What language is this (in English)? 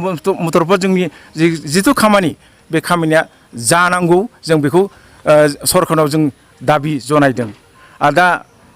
Bodo